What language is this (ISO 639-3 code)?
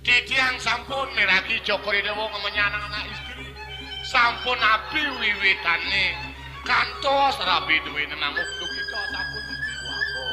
ban